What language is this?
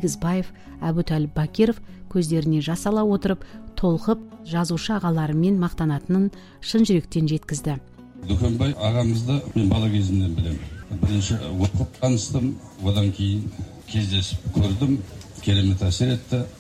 Kazakh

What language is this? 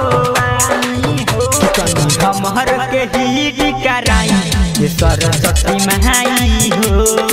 Bhojpuri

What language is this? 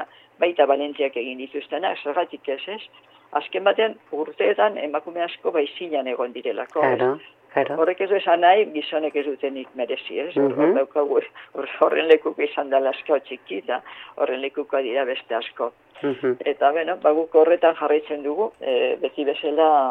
Basque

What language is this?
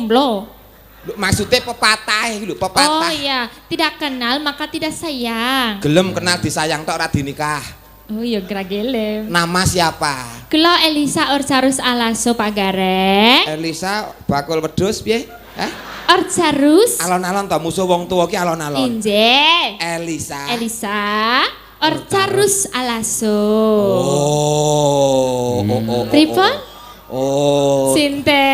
Javanese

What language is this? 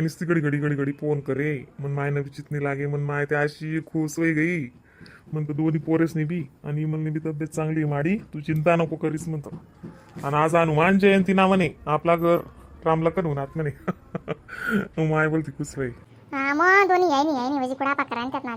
Khandesi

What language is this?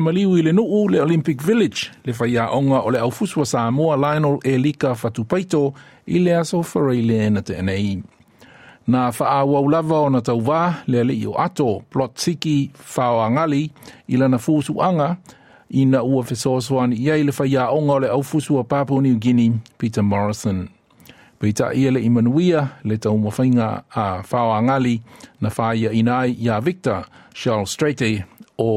Samoan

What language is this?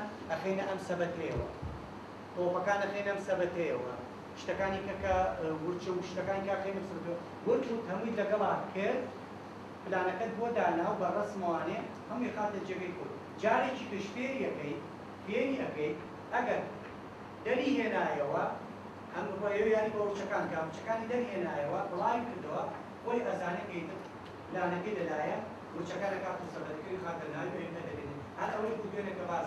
Central Kurdish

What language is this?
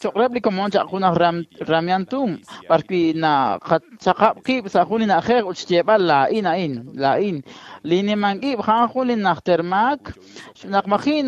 Kekchí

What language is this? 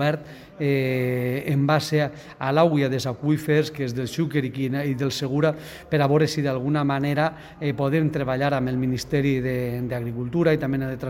Catalan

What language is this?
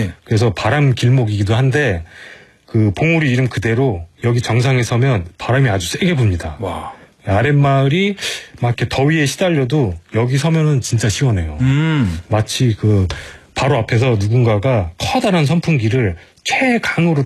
Korean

